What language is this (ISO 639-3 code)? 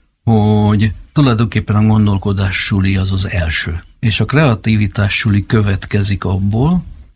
hun